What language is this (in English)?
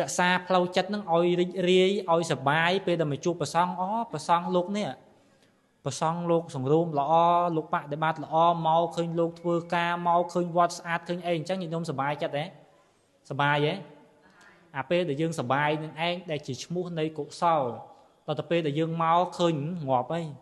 Khmer